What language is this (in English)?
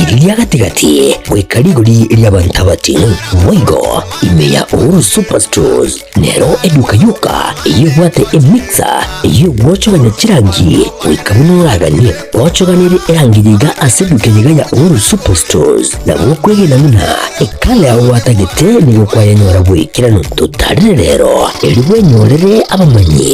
Gusii